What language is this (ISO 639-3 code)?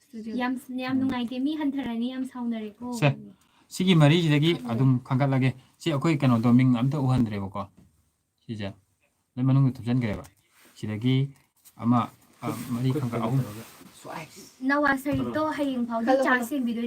mni